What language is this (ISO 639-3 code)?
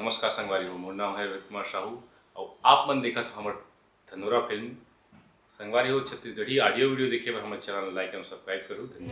hne